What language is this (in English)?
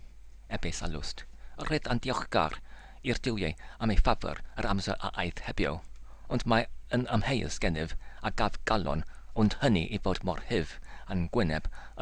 Welsh